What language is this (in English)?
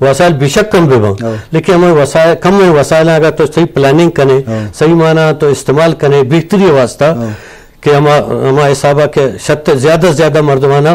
Eastern Balochi